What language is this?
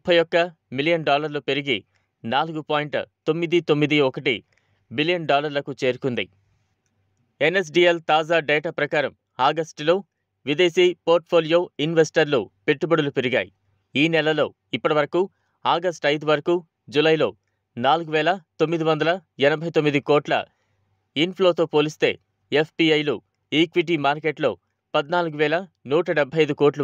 Telugu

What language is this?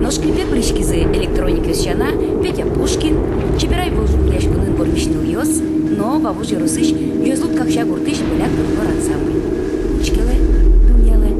Udmurt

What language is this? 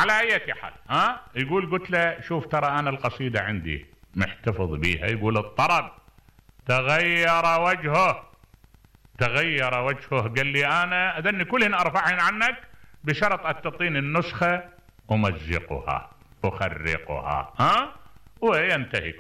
Mesopotamian Arabic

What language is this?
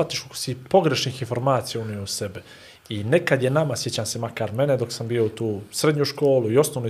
Bosnian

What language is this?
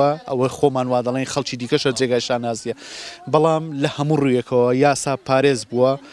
Central Kurdish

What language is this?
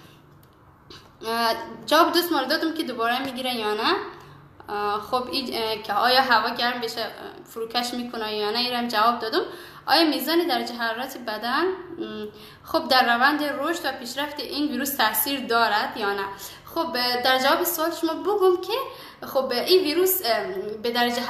Persian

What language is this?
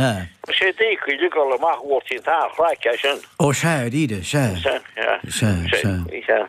Irish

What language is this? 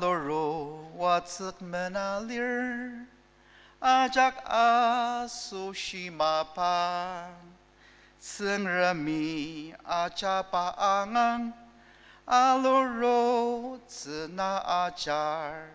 Ao Naga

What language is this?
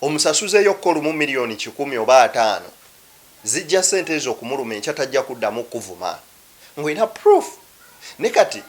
Ganda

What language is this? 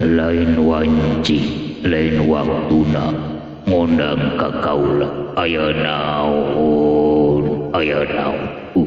Sundanese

